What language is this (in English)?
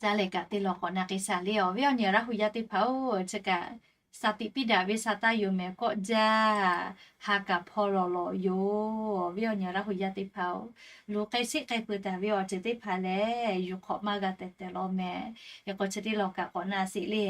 Lahu